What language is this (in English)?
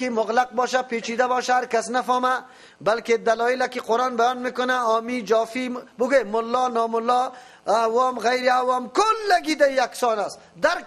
Persian